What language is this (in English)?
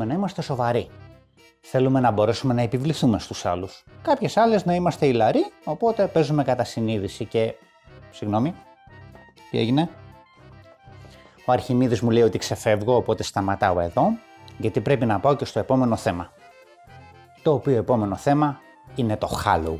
Greek